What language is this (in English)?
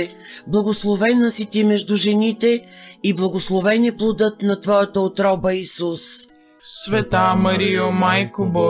Bulgarian